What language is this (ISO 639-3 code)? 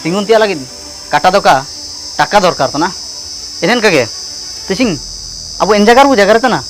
hoc